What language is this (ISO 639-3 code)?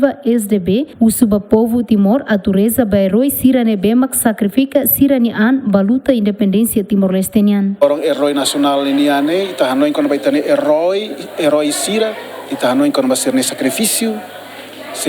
tet